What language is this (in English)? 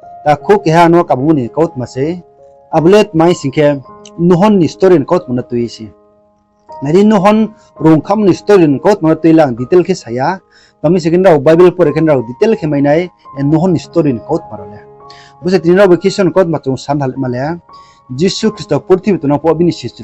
Riang (India)